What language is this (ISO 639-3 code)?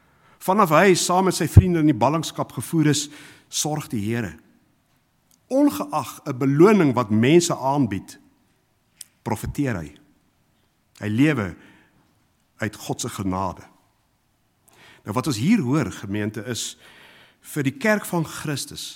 afr